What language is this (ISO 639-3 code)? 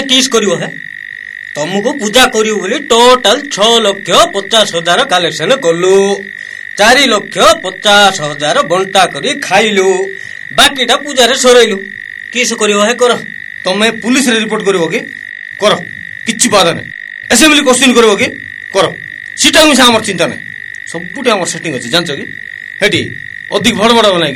ori